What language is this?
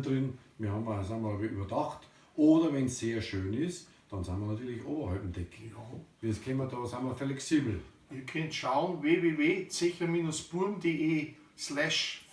Bavarian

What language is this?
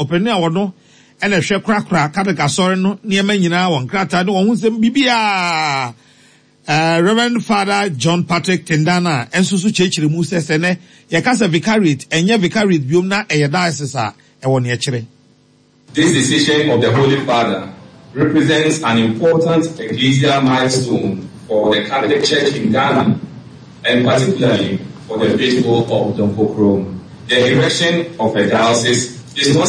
Akan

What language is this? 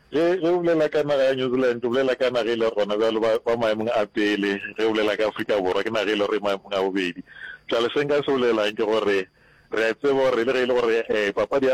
Northern Sotho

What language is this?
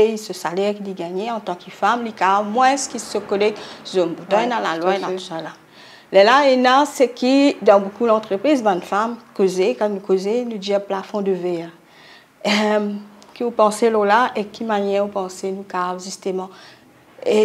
Morisyen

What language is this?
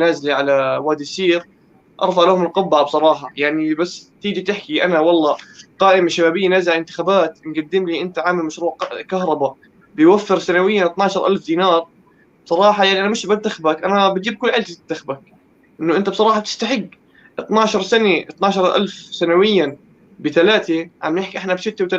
North Levantine Arabic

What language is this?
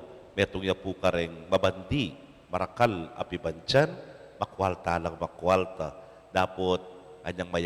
Pampanga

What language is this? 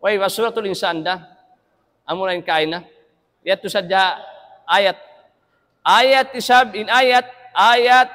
Tausug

